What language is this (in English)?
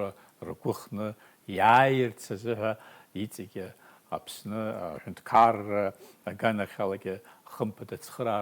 Abkhazian